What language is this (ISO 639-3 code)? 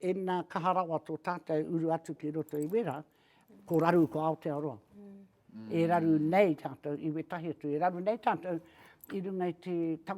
mri